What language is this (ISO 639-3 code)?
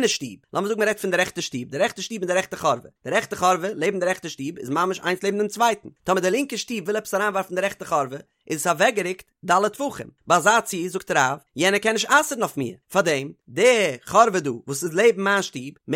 yid